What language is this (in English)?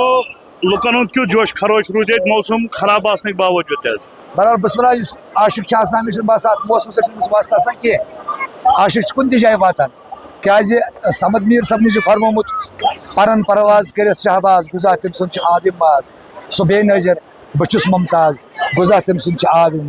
Kashmiri